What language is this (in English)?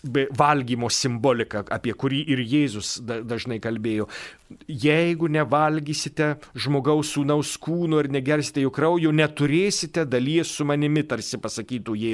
Lithuanian